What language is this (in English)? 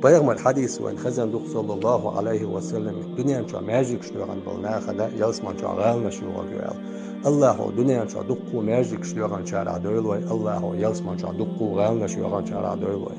Chechen